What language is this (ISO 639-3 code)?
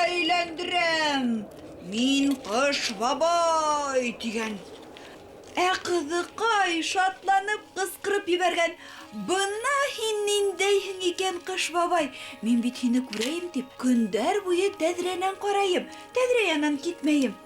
bak